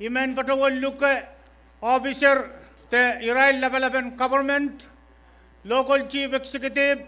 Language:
Pohnpeian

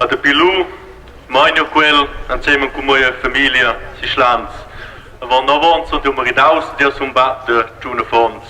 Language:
Romansh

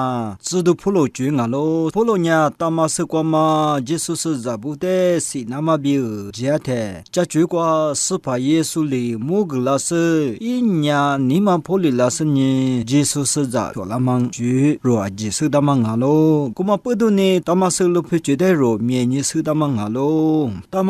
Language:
Lisu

